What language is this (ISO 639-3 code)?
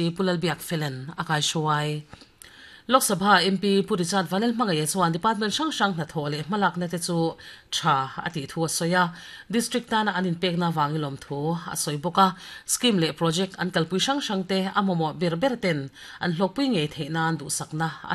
lus